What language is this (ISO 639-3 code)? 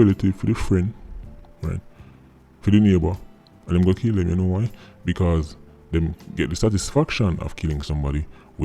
jam